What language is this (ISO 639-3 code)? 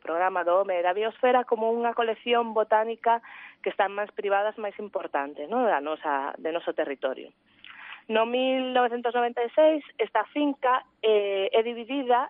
glg